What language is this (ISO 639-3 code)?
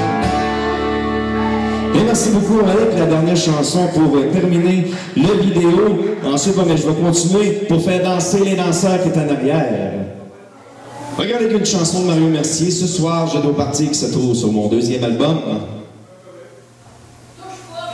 fra